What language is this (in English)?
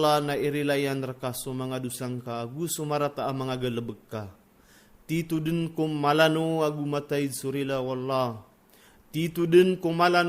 Maranao